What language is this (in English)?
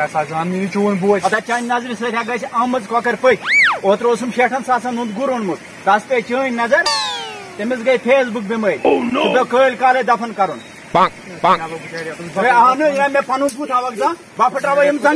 Kashmiri